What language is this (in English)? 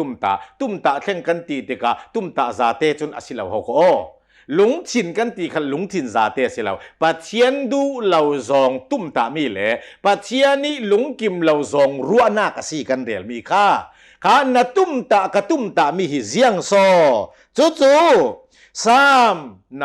Hakha Chin